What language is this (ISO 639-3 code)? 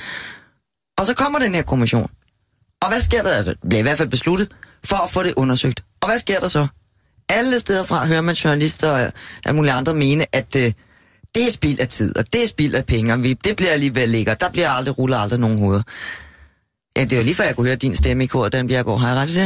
dan